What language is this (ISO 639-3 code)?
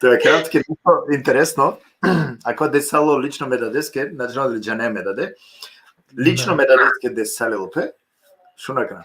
rmn